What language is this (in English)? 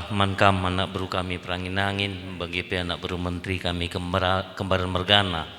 Batak Karo